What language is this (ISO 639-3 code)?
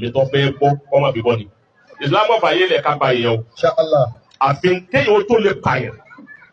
yor